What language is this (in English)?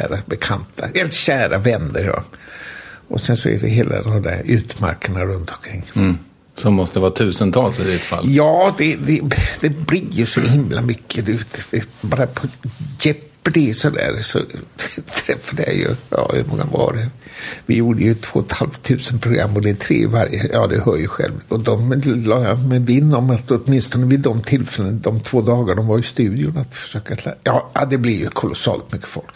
Swedish